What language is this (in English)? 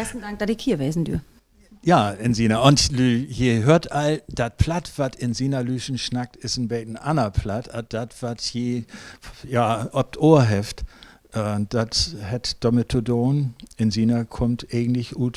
Low German